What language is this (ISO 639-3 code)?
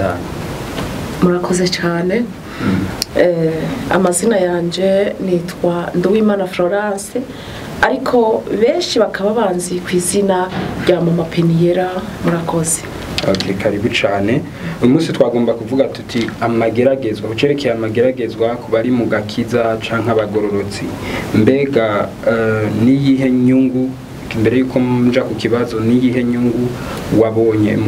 run